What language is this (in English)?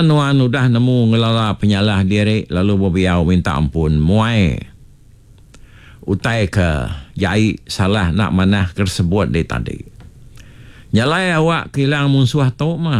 Iban